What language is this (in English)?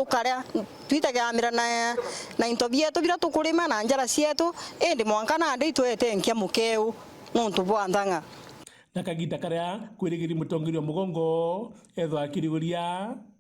Meru